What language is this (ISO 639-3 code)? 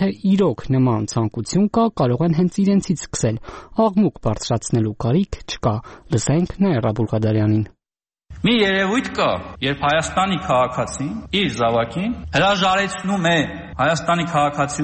hye